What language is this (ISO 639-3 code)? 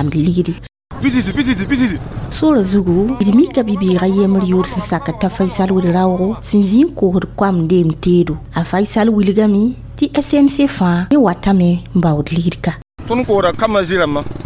mos